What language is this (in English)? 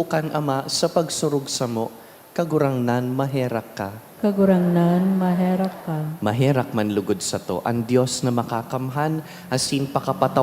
Bikol